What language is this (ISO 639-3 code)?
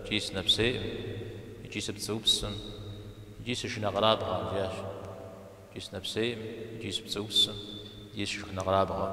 kbd